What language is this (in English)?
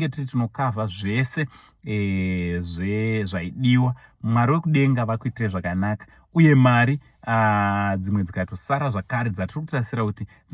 Shona